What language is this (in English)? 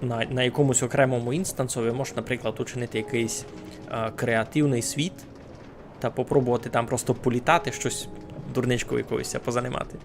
Rusyn